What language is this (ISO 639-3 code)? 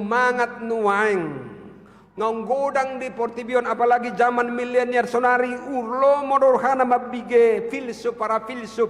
bbc